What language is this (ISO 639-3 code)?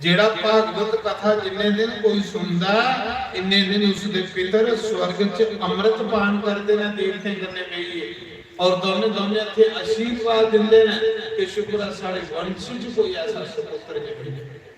doi